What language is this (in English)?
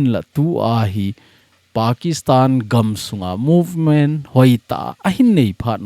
Thado Chin